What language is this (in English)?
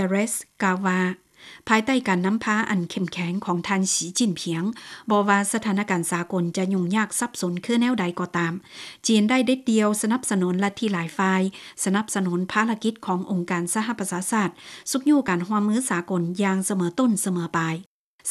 Lao